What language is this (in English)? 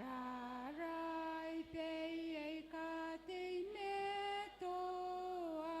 Gilbertese